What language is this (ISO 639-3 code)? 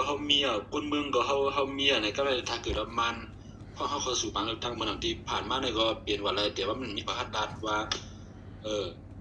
shn